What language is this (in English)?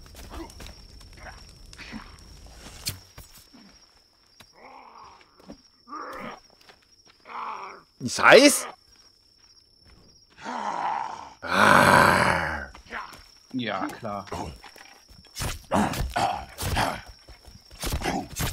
German